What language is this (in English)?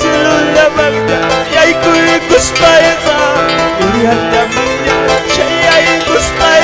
Quechua